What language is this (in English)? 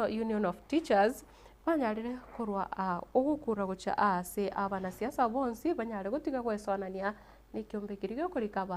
Gusii